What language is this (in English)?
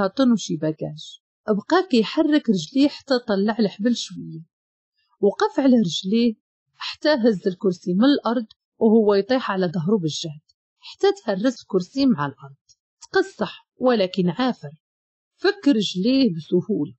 Moroccan Arabic